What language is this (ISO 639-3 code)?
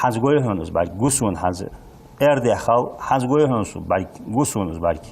inh